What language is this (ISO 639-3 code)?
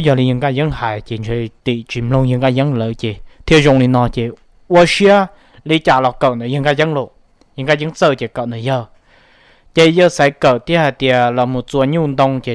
hmn